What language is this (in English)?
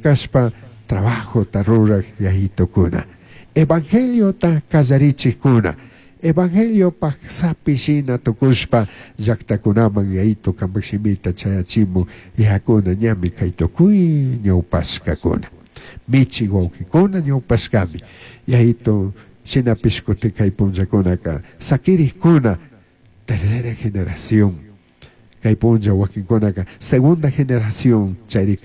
Chimborazo Highland Quichua